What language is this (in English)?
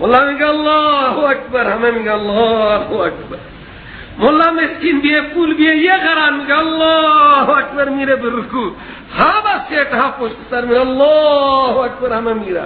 Persian